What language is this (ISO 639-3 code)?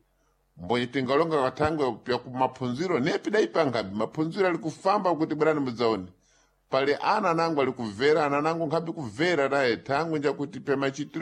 seh